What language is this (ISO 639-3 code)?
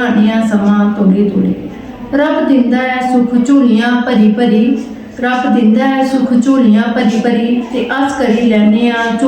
doi